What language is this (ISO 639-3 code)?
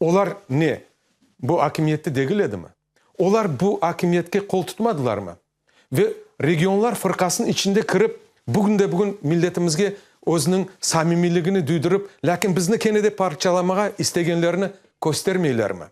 crh